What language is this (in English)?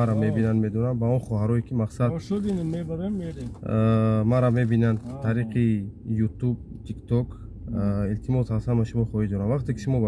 Tajik